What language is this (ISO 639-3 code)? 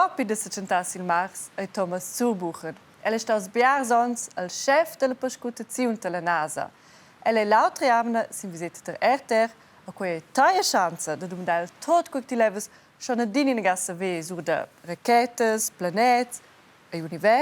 roh